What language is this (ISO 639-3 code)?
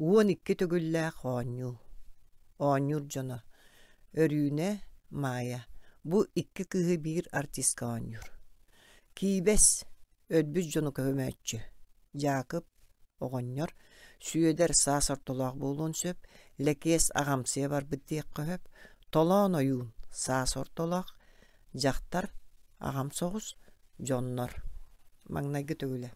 sah